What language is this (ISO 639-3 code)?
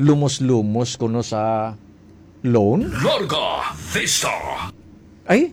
hil